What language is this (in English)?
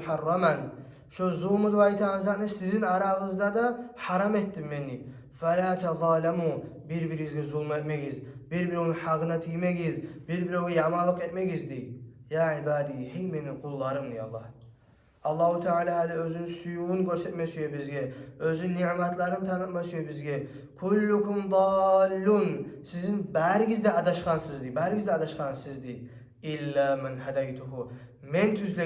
Kumyk